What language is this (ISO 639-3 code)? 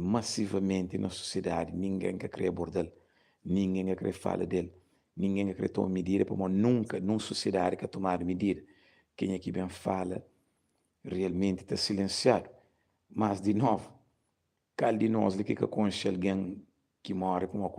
kea